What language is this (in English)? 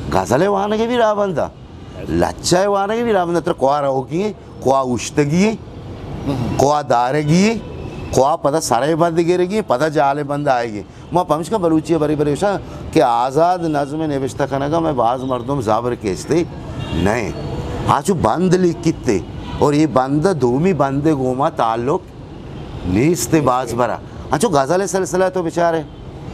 Eastern Balochi